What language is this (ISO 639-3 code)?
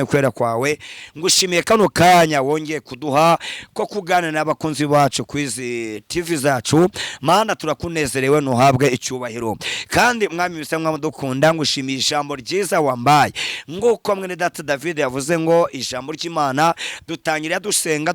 kin